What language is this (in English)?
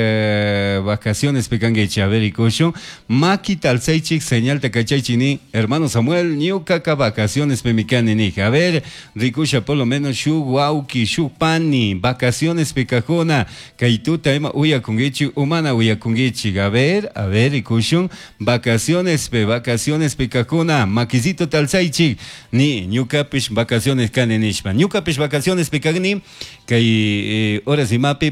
Chimborazo Highland Quichua